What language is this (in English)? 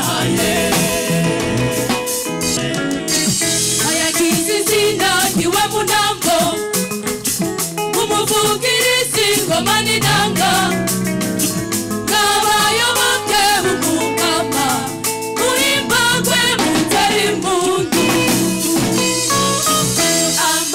Rundi